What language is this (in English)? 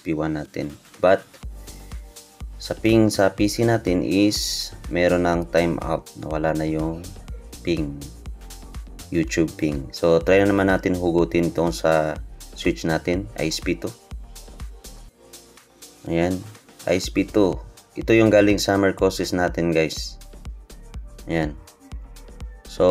Filipino